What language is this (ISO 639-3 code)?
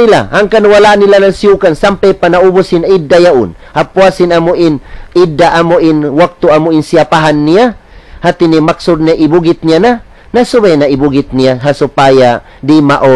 tsg